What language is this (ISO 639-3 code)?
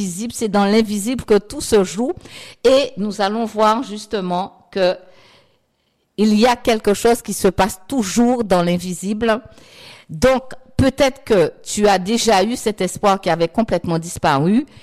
fra